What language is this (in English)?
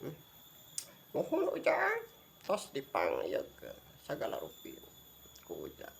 Sundanese